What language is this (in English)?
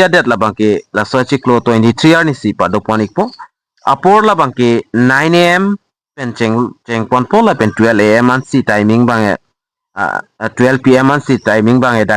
Karbi